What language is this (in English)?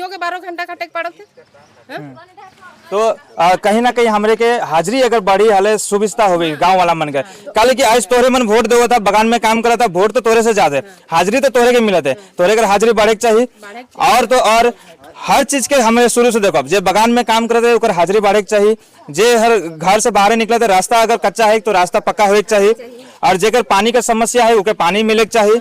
Sadri